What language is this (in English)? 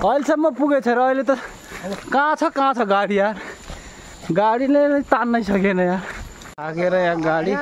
Nepali